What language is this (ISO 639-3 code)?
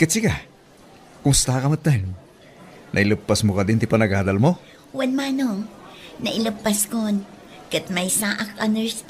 ilo